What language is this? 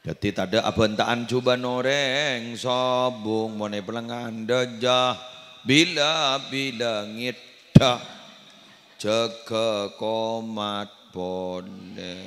Madurese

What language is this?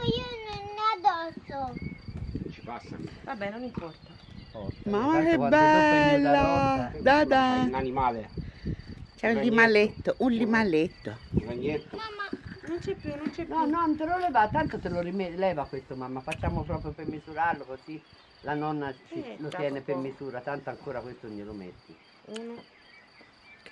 Italian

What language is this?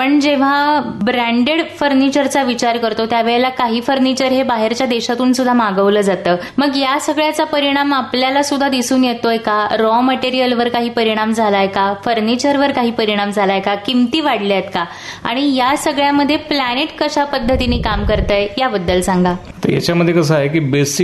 Marathi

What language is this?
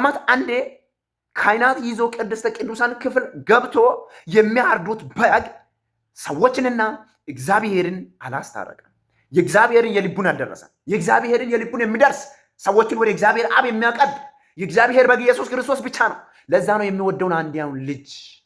Amharic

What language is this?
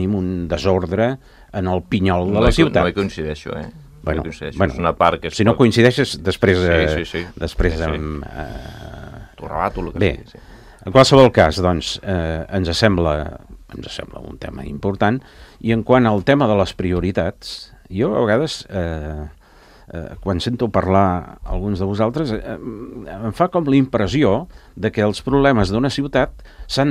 Catalan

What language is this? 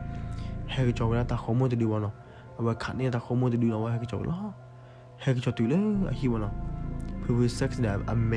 S'gaw Karen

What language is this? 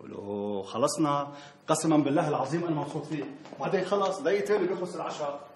North Levantine Arabic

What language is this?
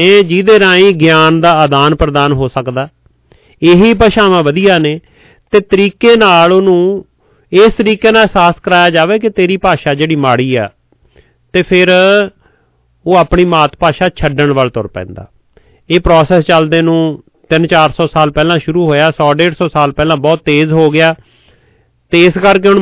Punjabi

